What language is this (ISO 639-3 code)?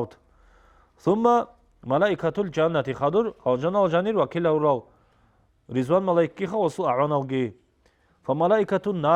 ava